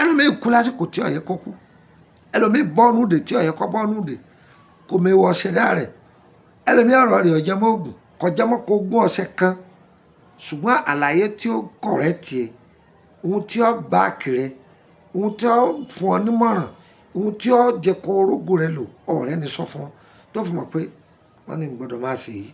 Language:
Yoruba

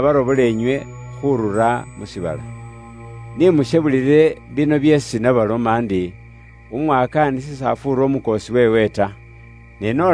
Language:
Luyia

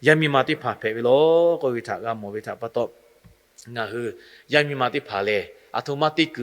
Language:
Lahu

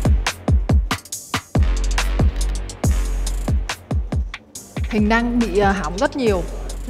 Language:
Vietnamese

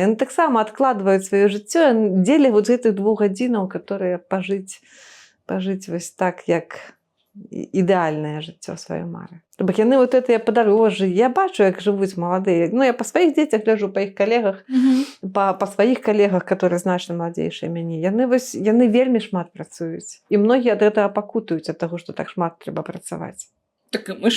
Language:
Belarusian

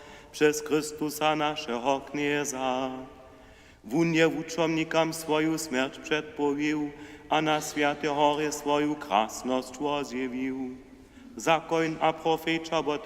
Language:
Upper Sorbian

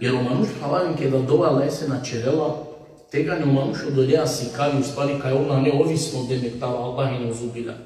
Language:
Balkan Romani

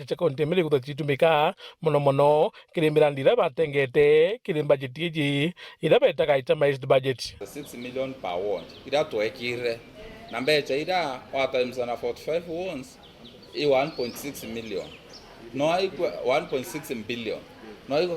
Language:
Meru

